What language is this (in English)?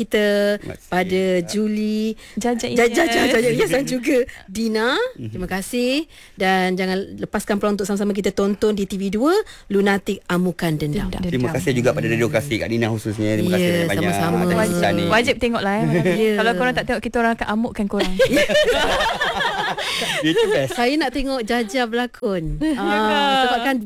Malay